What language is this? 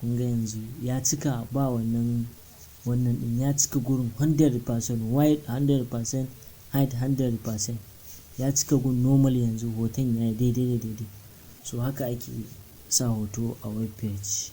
Hausa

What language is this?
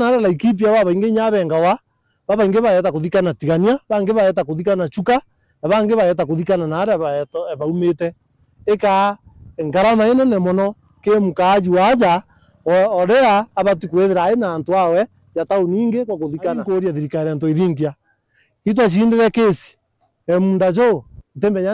Meru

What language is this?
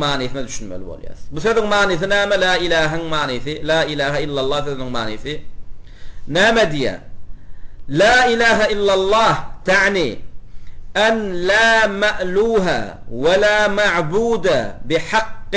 Turkmen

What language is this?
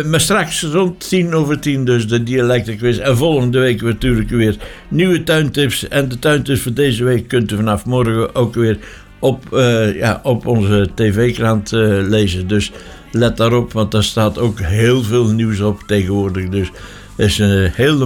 Dutch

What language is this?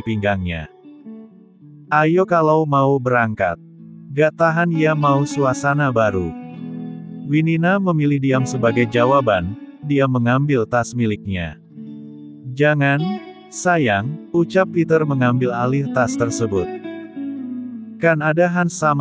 Indonesian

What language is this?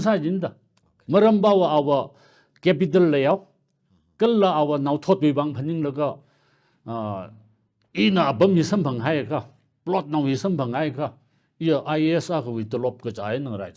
Tangkhul Naga (India)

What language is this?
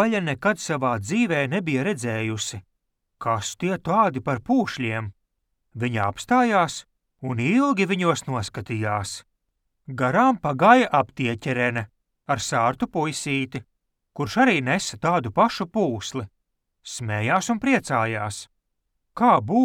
Latvian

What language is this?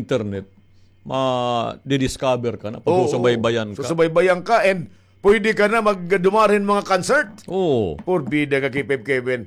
Waray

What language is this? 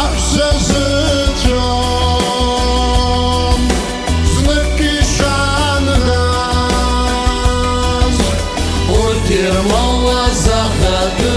Abkhazian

